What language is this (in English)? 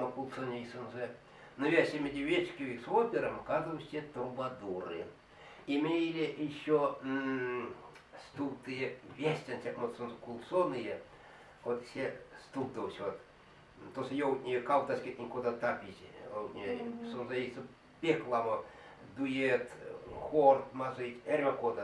Erzya